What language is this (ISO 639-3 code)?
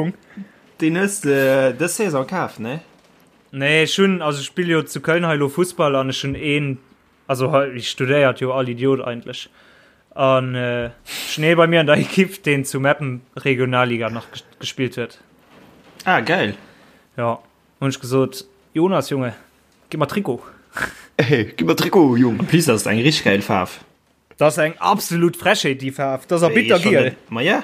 ltz